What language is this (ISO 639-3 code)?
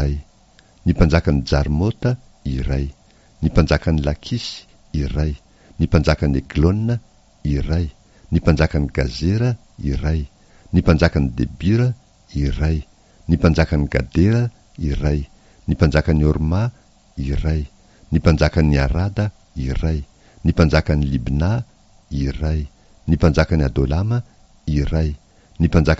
mlg